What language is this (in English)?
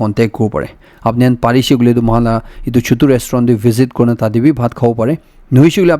Naga Pidgin